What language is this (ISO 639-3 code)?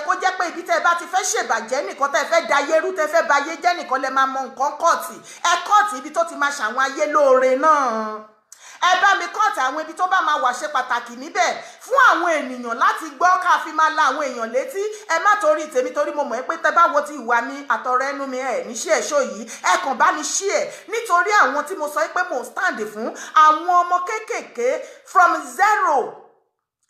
yor